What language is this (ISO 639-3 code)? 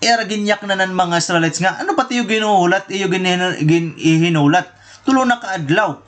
war